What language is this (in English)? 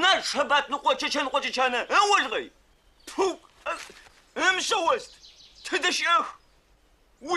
Adyghe